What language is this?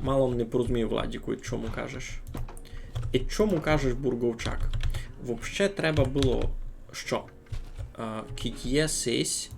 Rusyn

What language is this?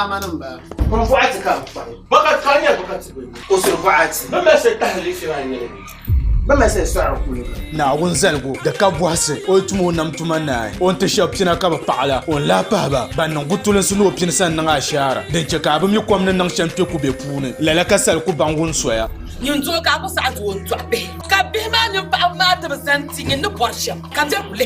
Dagbani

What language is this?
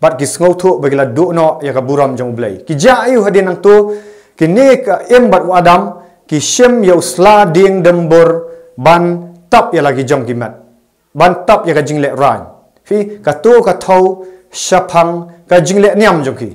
Khasi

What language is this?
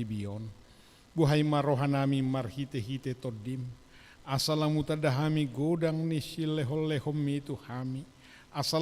Batak Toba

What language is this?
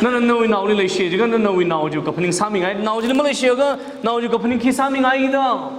Tangkhul Naga (India)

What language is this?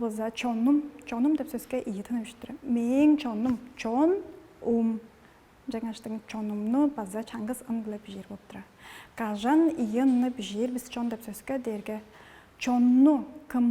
Tuvinian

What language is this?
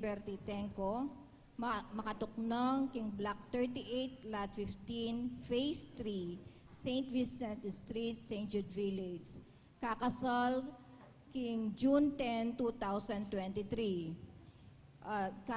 Pampanga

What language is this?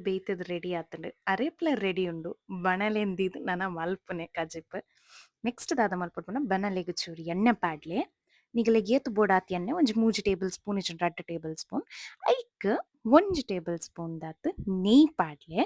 Tulu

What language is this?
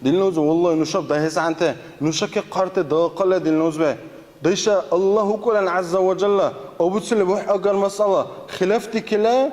Dargwa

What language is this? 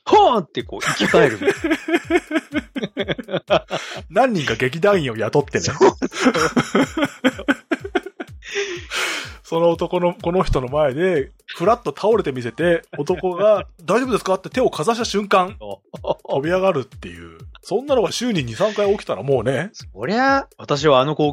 Japanese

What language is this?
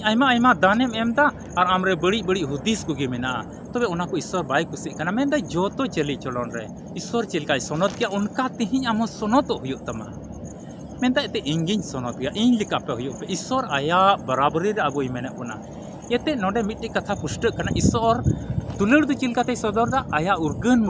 Santali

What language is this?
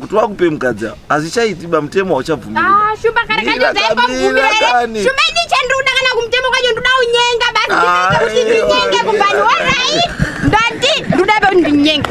Shona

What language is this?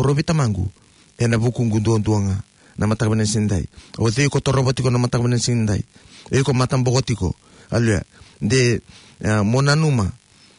Fijian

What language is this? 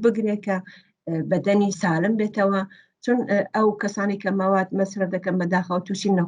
Central Kurdish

